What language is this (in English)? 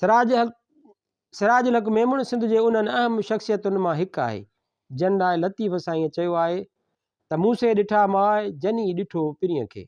Sindhi